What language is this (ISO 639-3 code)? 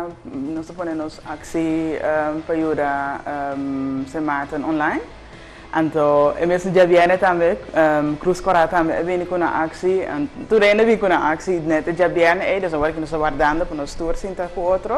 pap